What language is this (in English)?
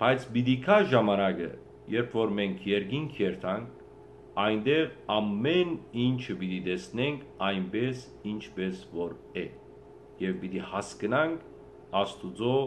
Western Armenian